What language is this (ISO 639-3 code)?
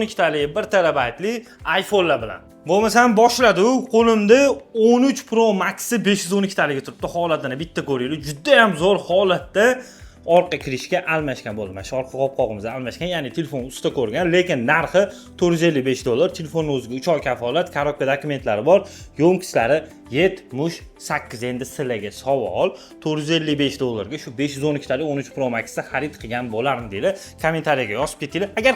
uzb